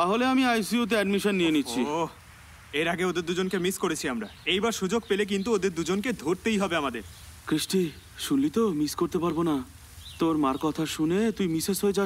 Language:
Bangla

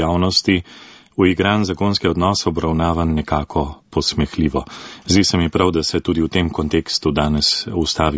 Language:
Slovenian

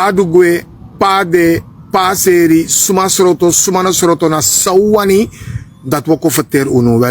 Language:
Sranan Tongo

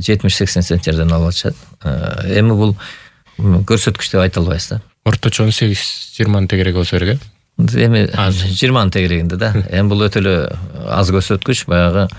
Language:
Kyrgyz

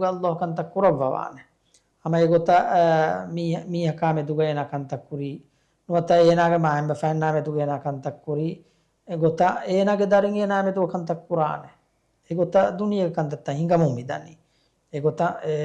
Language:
Divehi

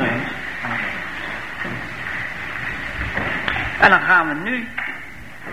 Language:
Dutch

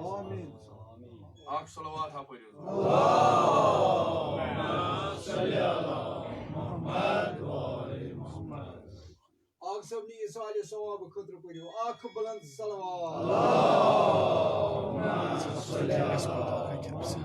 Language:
Kashmiri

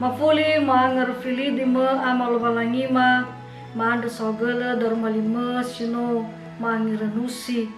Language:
Nias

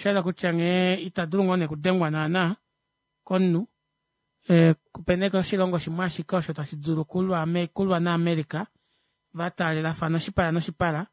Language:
Kuanyama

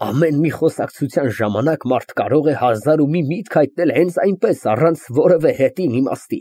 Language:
Armenian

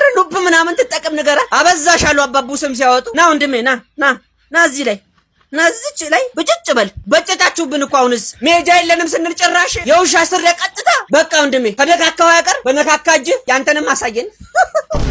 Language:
Amharic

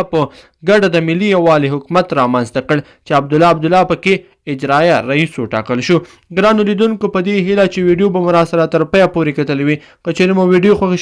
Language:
Pashto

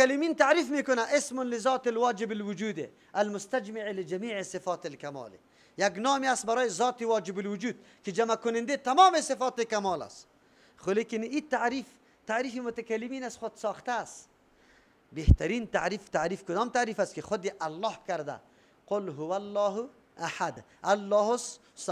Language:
Persian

